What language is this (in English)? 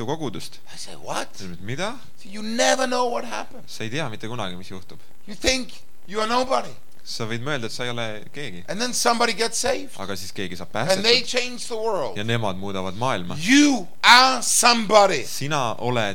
Estonian